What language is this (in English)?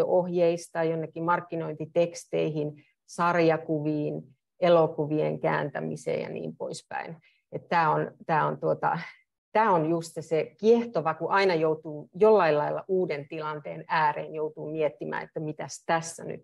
Finnish